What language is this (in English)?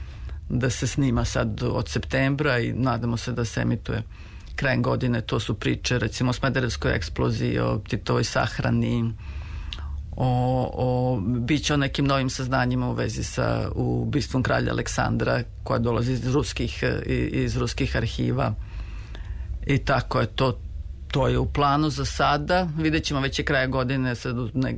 Serbian